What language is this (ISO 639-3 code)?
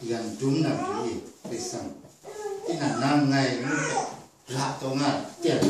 kac